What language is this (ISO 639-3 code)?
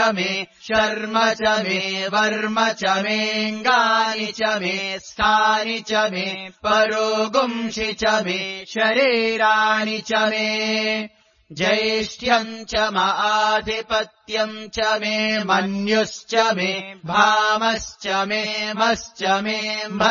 san